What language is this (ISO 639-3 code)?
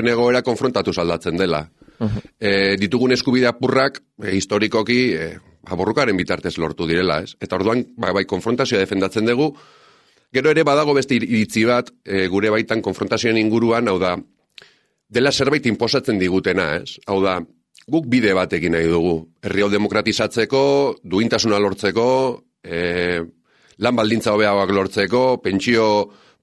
eus